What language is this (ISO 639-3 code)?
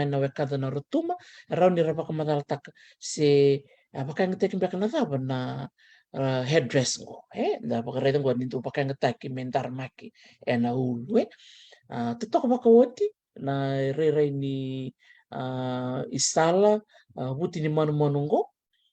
fij